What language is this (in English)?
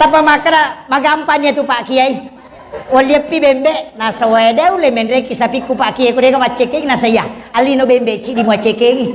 Buginese